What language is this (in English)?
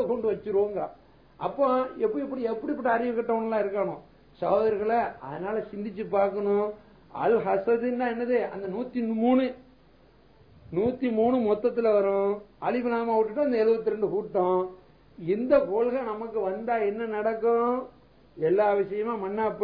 Tamil